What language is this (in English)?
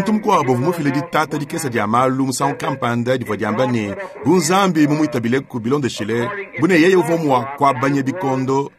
Luba-Lulua